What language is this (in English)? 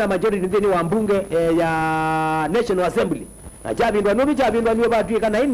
Kamba